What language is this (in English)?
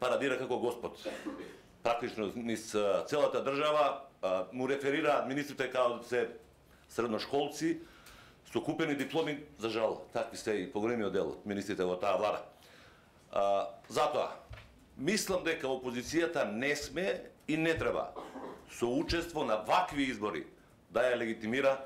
Macedonian